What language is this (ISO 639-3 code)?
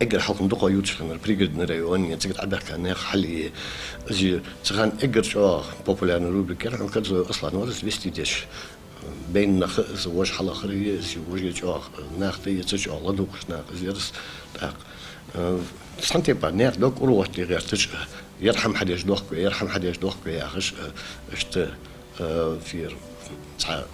inh